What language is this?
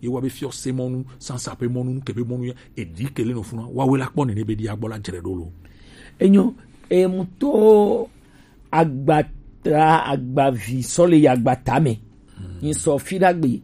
Gen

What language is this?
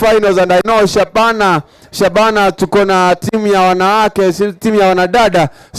Gusii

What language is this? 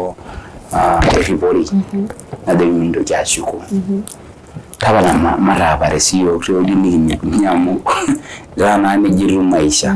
Masai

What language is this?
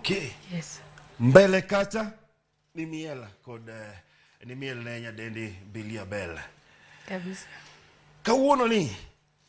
Luo (Kenya and Tanzania)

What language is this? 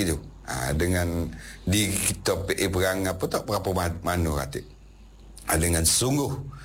Malay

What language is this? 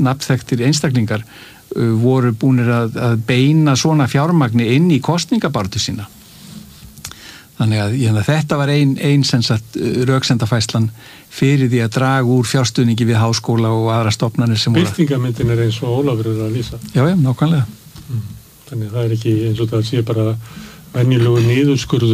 Icelandic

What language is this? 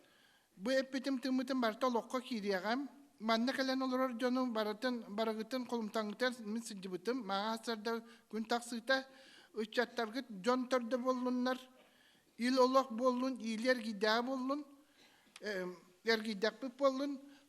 Yakut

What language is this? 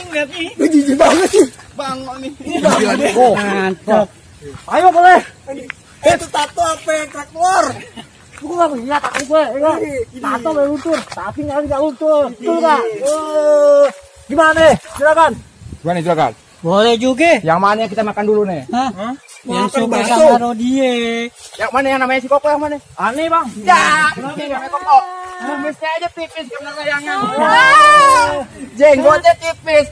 Betawi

